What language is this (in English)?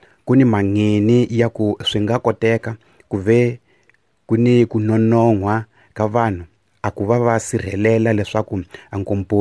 Tsonga